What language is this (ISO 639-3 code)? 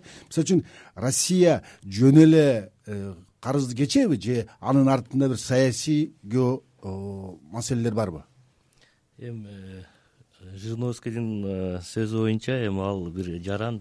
kir